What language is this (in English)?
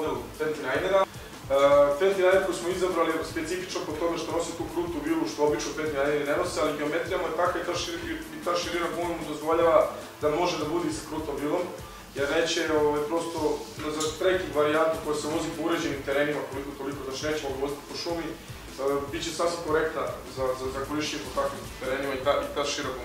Serbian